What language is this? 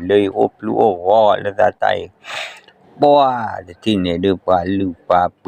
S'gaw Karen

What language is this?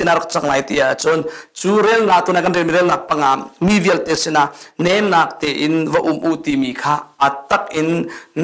Hakha Chin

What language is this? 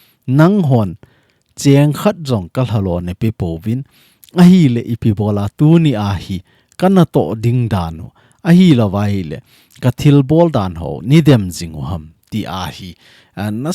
Thado Chin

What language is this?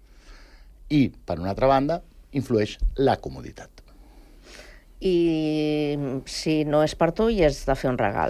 Catalan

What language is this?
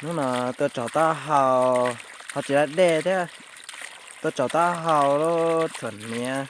Hmong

